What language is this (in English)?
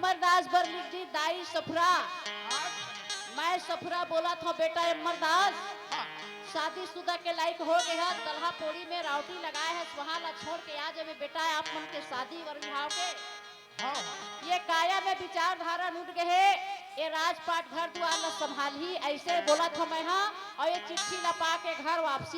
Chhattisgarhi